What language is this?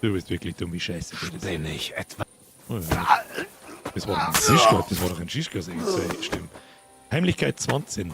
Bavarian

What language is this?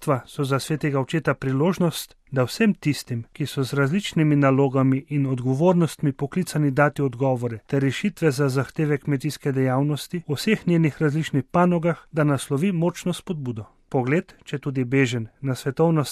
Slovenian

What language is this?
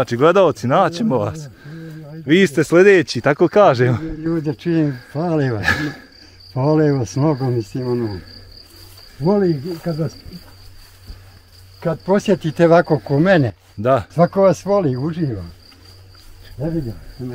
Bosnian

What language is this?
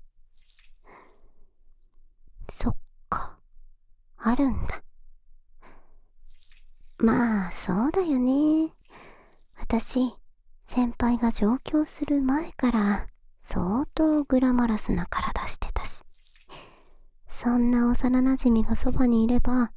Japanese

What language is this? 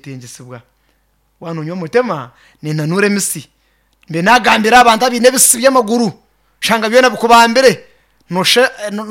Kinyarwanda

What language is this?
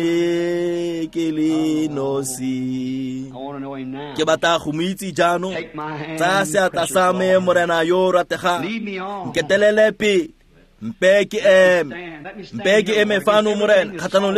Tswana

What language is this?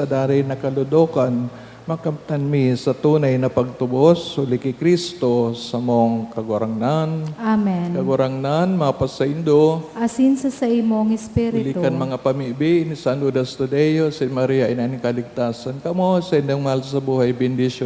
Bikol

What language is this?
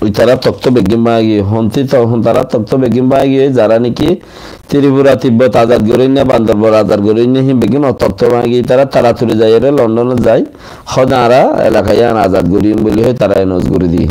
Rohingya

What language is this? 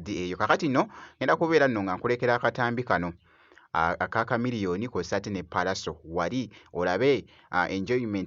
Ganda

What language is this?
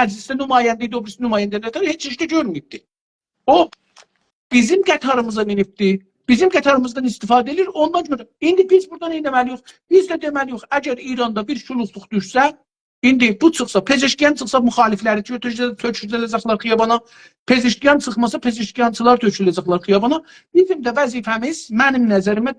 South Azerbaijani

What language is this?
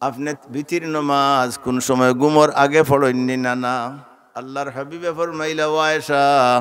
Sylheti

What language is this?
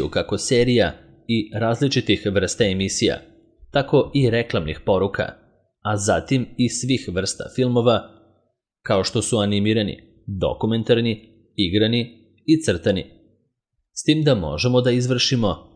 Serbian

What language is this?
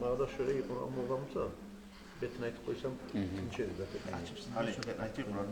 Kumyk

